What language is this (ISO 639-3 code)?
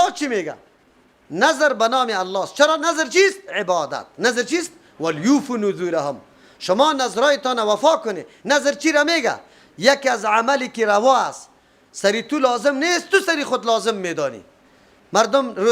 fas